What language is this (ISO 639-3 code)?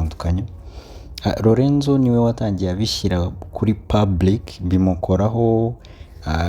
kin